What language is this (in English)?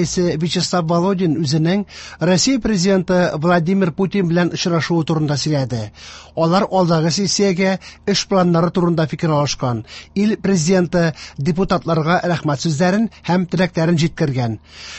Tatar